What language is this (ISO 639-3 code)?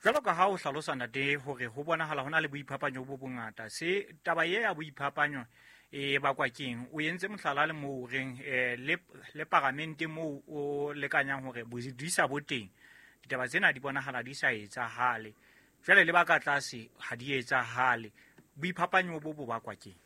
sot